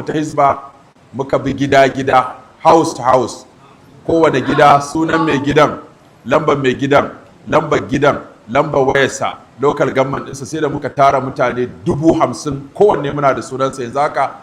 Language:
Hausa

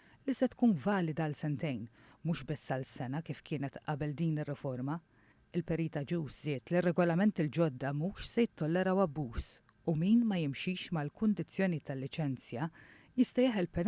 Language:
Maltese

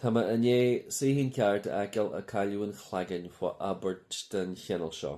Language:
Irish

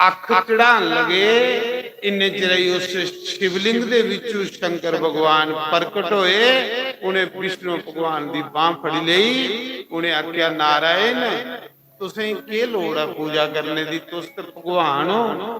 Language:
Dogri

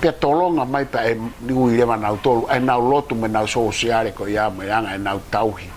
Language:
Tongan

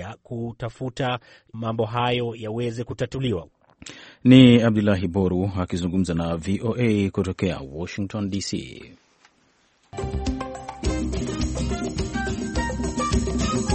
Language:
Swahili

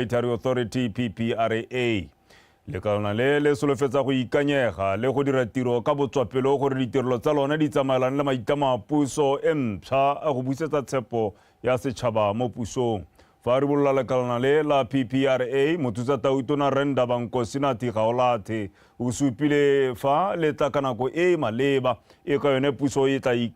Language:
Tswana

